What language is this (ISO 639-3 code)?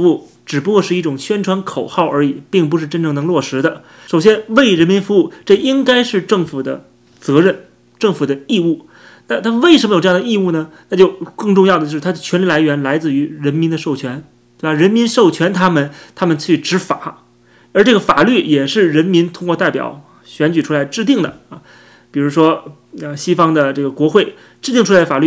zho